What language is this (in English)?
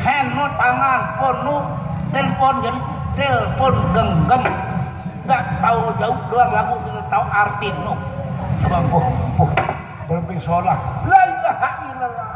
Sasak